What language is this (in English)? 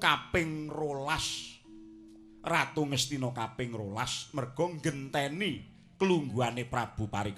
Javanese